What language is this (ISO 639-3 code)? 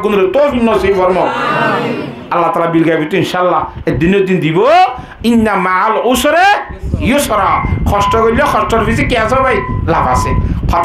rhg